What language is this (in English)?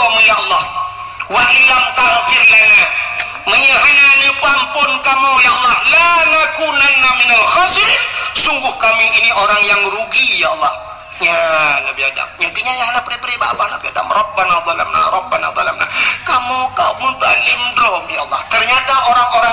Achinese